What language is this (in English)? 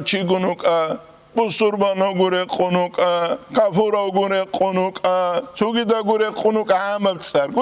Avaric